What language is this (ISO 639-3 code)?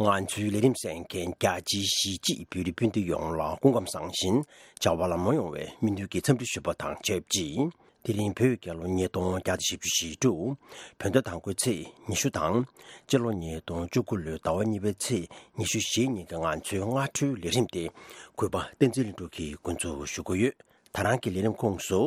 bod